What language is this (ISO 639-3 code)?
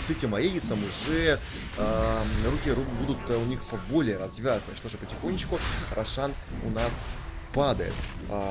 rus